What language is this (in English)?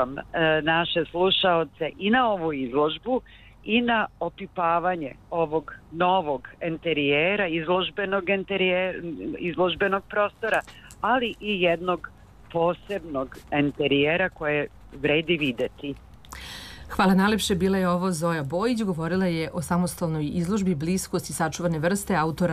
Serbian